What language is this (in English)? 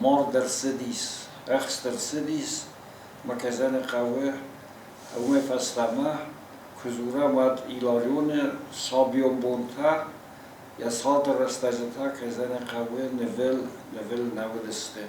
Ossetic